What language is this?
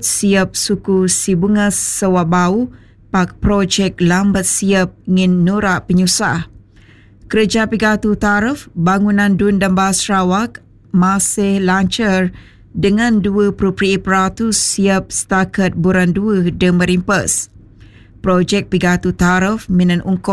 Malay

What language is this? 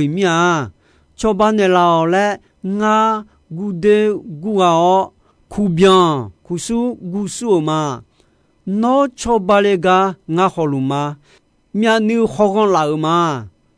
Akha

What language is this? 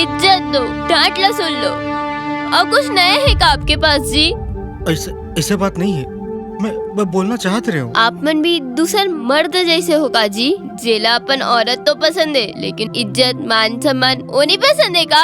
Chhattisgarhi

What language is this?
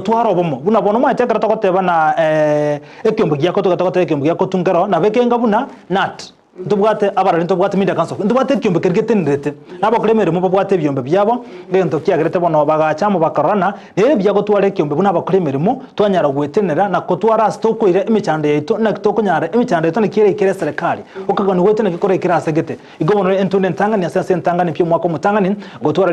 Gusii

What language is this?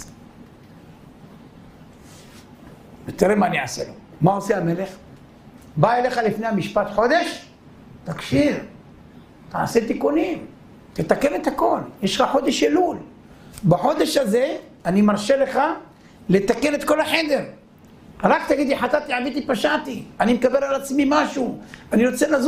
Hebrew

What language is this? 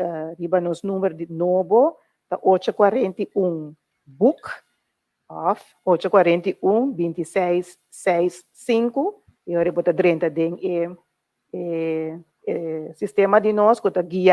Papiamento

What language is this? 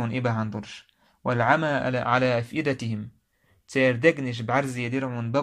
Chechen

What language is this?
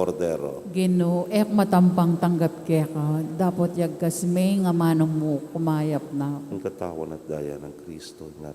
Pampanga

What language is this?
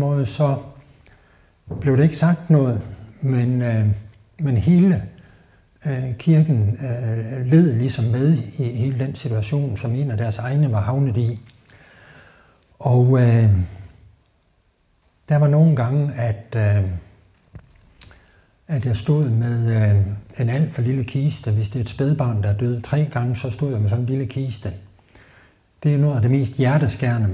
Danish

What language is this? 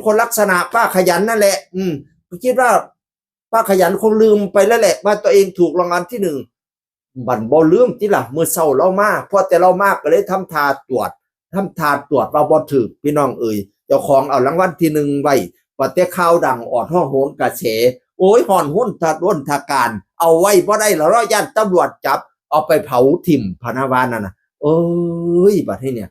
Northeastern Thai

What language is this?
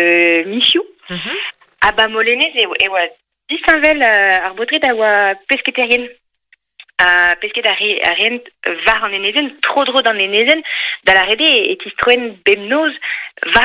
Breton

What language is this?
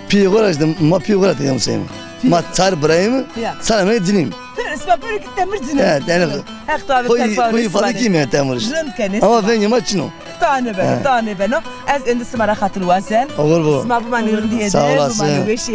Zaza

